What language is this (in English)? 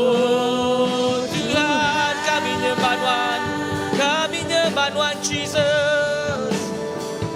Iban